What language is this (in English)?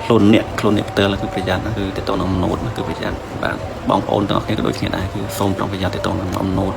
Khmer